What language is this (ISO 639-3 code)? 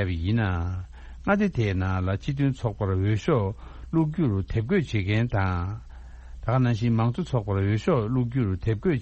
bod